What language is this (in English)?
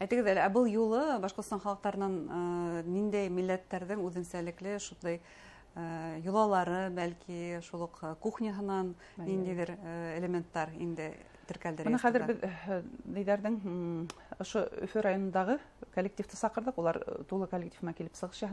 Bashkir